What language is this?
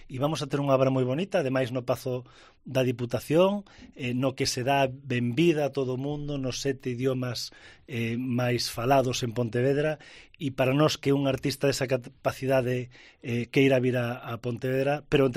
Galician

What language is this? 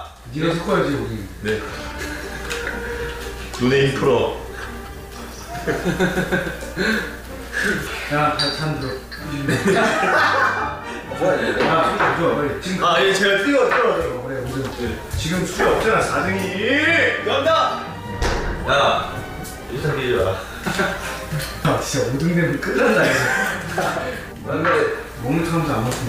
Korean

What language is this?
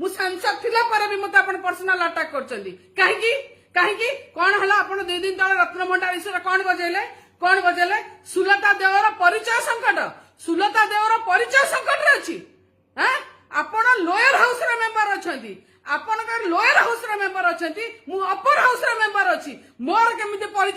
Odia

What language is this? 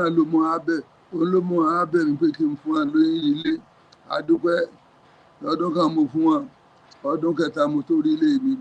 Yoruba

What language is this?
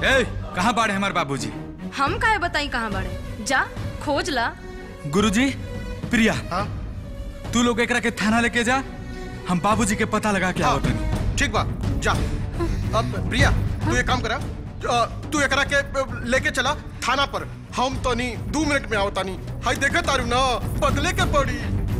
Bhojpuri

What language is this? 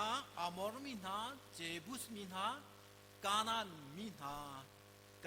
Hakha Chin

